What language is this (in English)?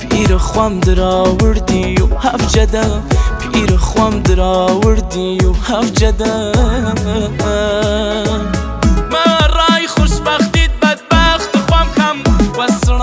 Persian